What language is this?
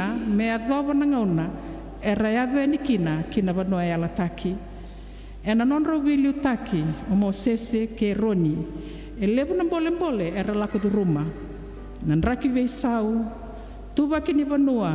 Fijian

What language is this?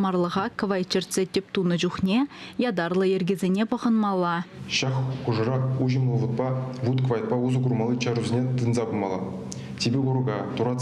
Chuvash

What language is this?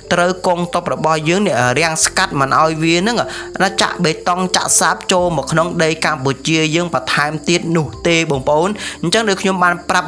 Khmer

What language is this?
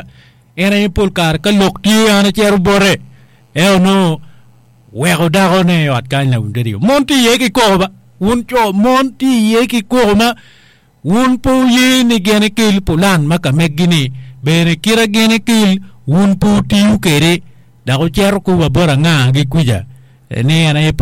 Acoli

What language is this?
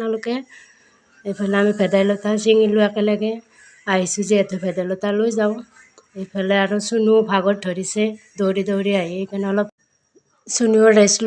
Assamese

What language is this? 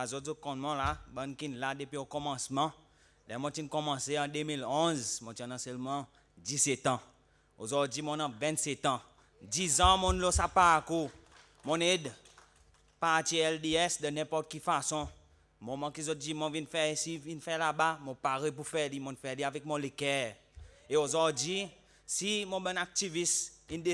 Seselwa Creole French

